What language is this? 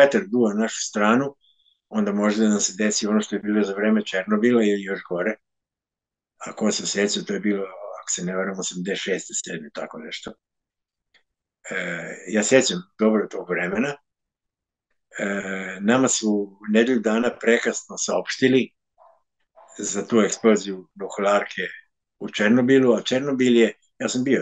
Serbian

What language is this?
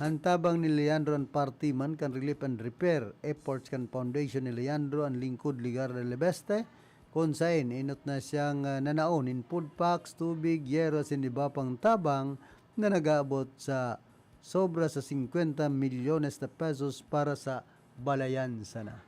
Bikol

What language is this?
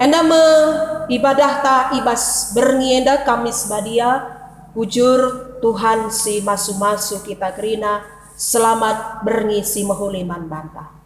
Batak Karo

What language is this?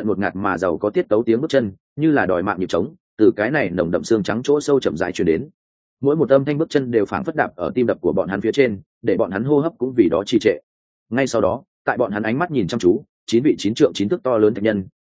Vietnamese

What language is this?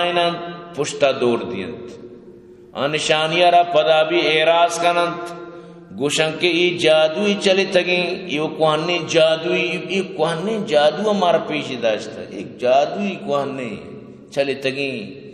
Eastern Balochi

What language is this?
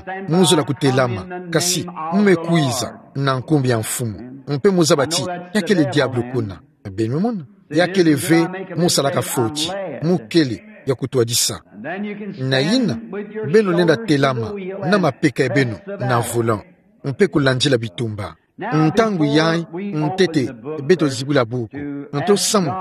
Kituba (Democratic Republic of Congo)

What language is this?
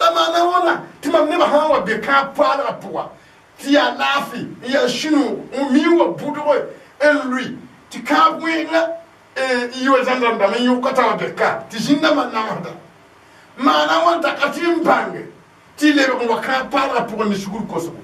Mossi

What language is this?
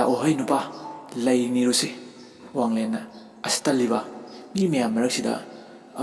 Manipuri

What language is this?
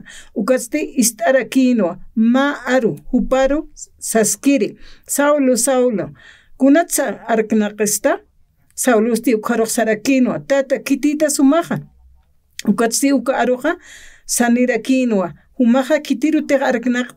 Aymara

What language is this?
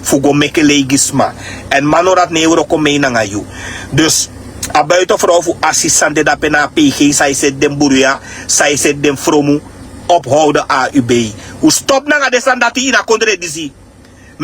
Sranan Tongo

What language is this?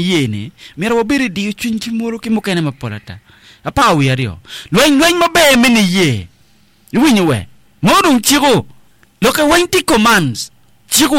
Acoli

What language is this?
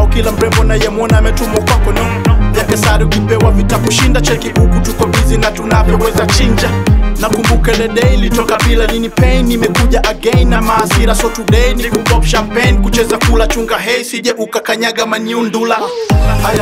Swahili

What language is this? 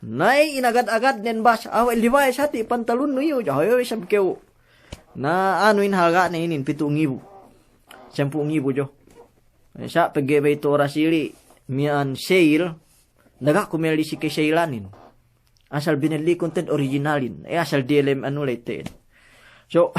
Yakan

